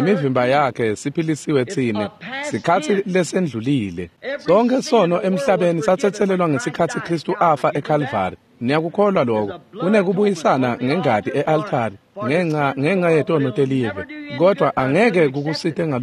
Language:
Swati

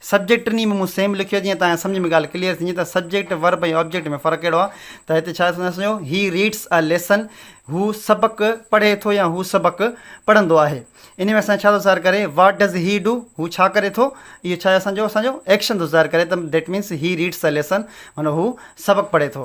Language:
Sindhi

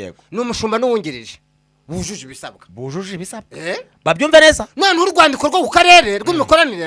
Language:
Kinyarwanda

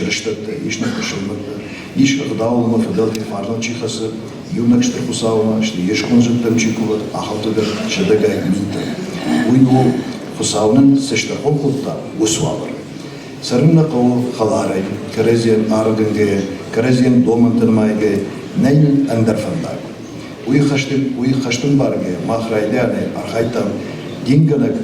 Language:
Ossetic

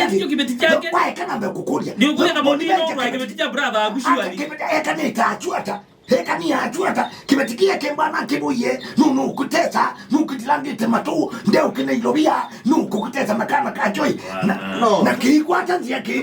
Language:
Kamba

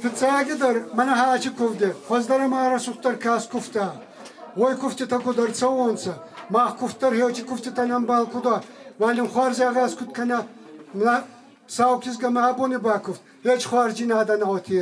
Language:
Ossetic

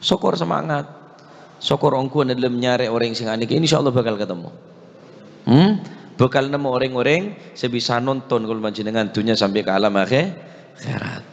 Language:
Madurese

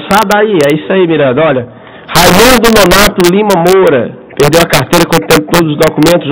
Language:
Portuguese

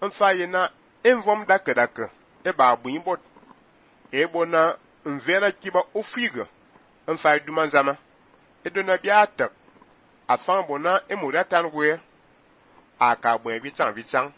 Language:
Fang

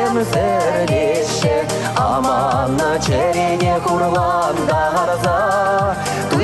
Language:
Chuvash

